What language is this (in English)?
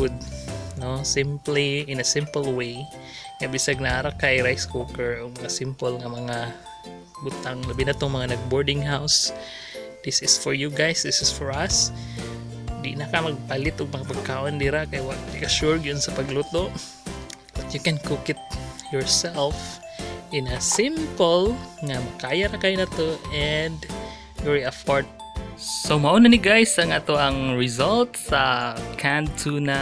Cebuano